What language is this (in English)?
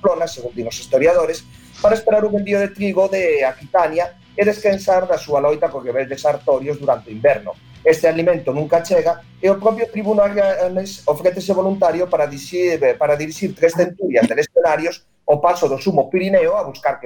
Galician